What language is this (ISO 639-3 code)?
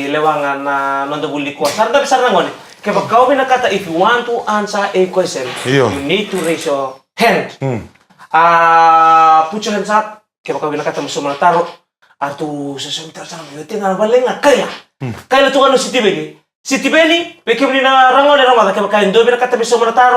fij